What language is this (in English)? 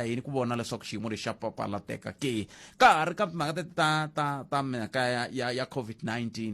Tsonga